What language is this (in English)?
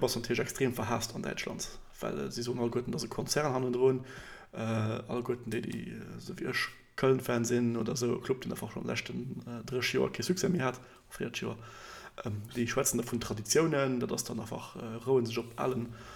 Luxembourgish